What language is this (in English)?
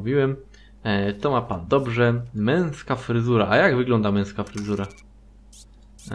Polish